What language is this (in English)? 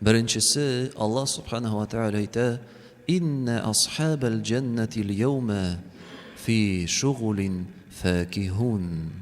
Tatar